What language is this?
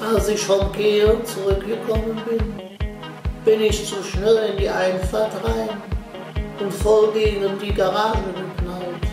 Colognian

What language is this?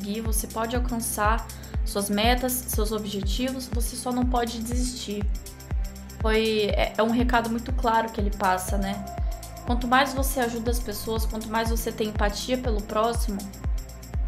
Portuguese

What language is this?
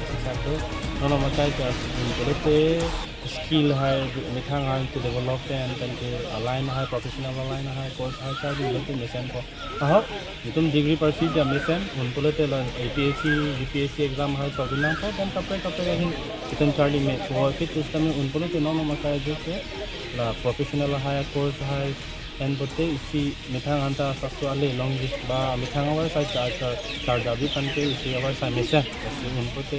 Karbi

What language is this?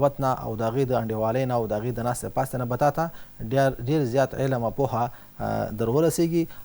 Pashto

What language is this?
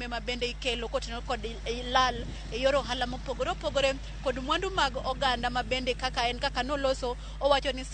Luo (Kenya and Tanzania)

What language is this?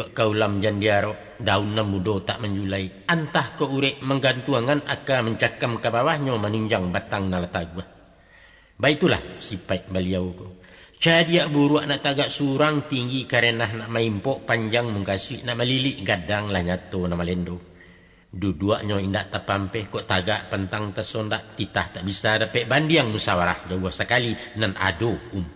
Minangkabau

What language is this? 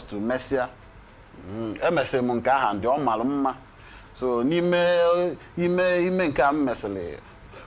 Igbo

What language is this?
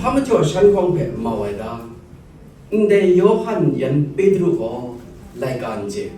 Kachin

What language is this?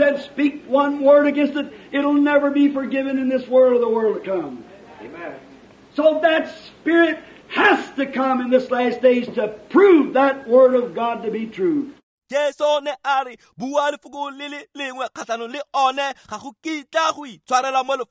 Tswana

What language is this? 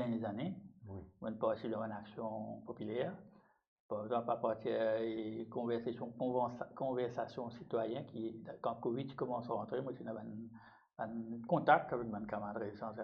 Morisyen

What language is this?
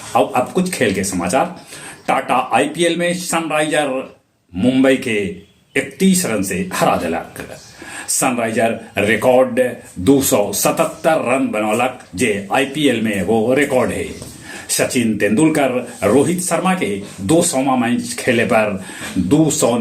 Magahi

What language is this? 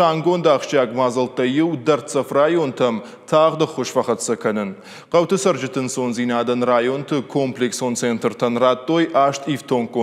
Ossetic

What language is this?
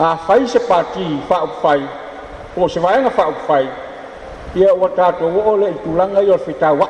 Samoan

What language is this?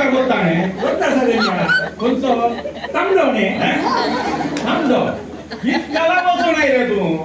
Konkani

